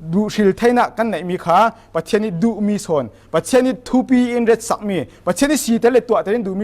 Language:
Falam Chin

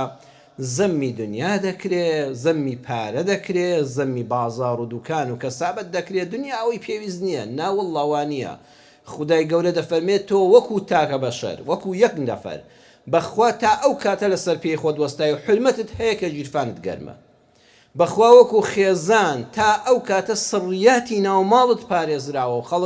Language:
Central Kurdish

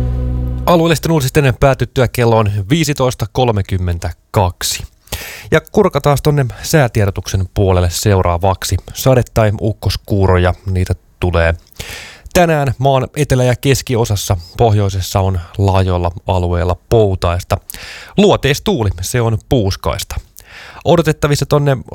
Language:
Finnish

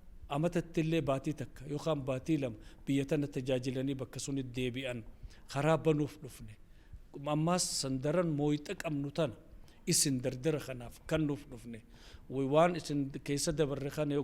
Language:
Oromo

